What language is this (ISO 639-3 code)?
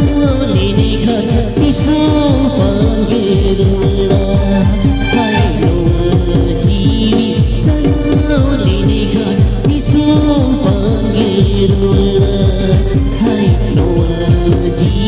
sat